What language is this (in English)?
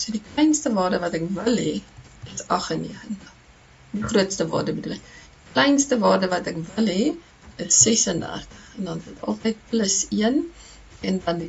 Afrikaans